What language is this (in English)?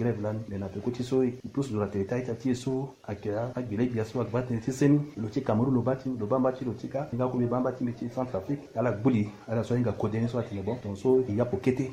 Sango